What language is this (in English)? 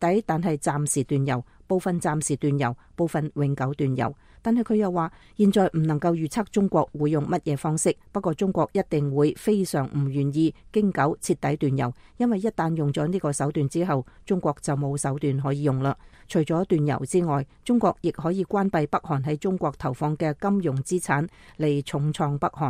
Cantonese